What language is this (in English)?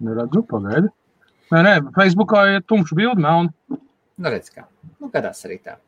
Latvian